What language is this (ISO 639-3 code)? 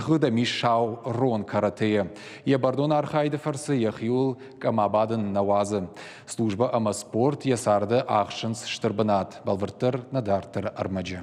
oss